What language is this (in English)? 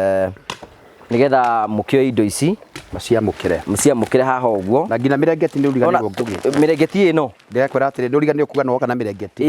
Kikuyu